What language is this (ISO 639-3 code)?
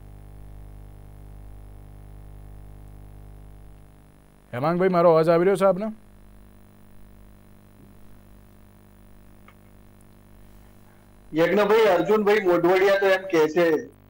guj